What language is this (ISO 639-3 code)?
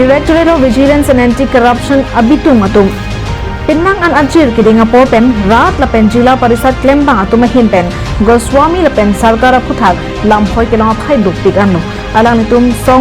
mjw